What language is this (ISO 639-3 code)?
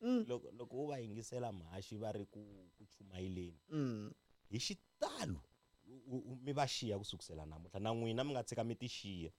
tso